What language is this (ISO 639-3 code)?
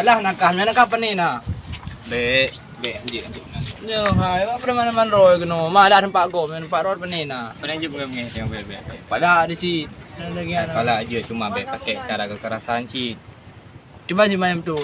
ace